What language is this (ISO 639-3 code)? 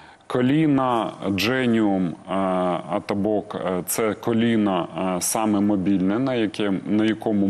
ukr